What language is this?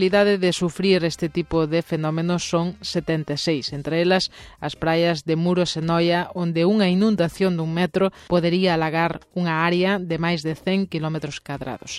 Galician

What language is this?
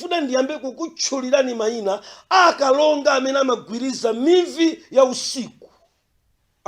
Nyanja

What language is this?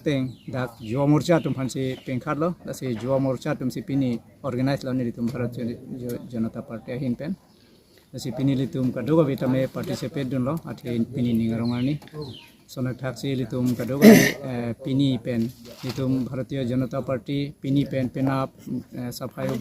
Karbi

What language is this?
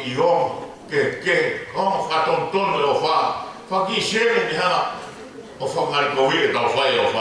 Tongan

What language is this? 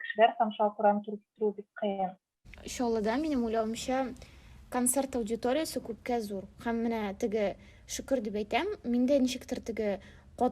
Tatar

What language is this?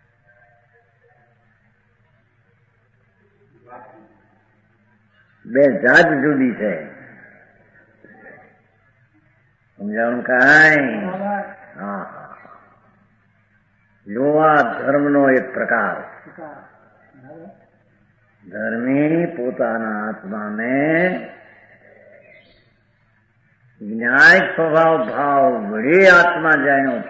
Gujarati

